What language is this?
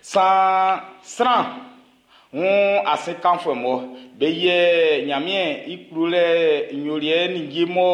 Baoulé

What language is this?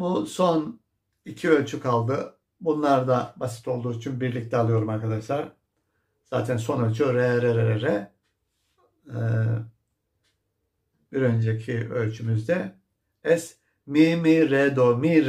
Turkish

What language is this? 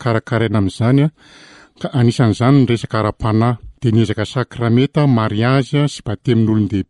Malagasy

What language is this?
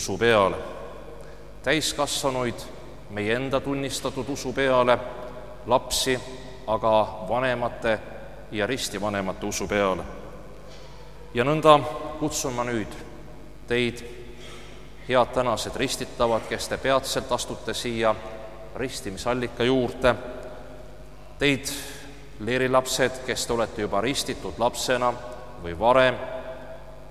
Estonian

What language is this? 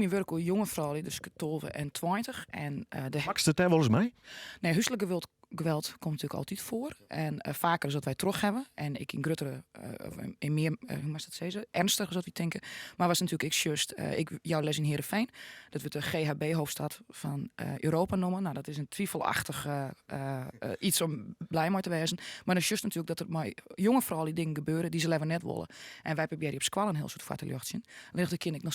Western Frisian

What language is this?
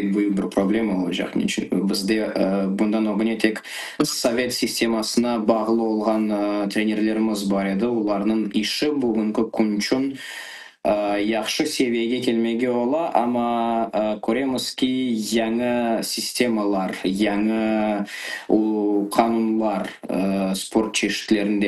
Crimean Tatar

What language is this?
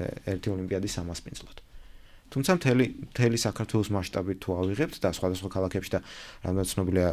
Georgian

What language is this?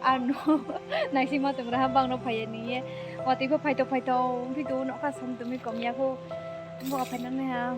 Riang (India)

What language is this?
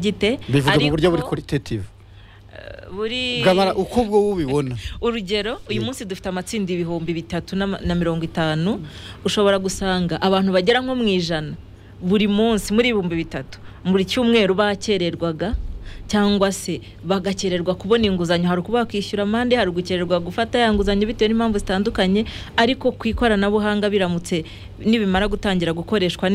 Kinyarwanda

